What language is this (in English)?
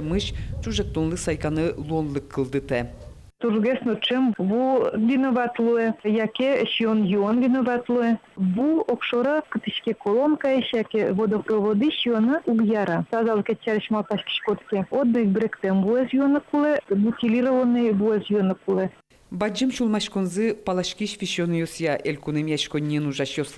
Udmurt